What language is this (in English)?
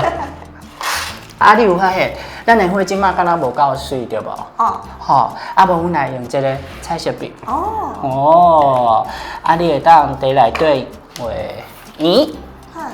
Min Nan Chinese